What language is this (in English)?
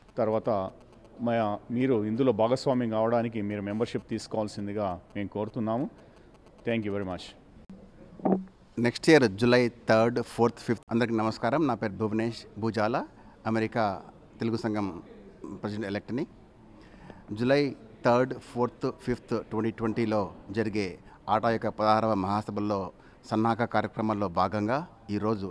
Telugu